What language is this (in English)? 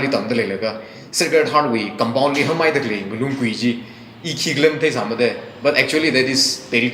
Tangkhul Naga (India)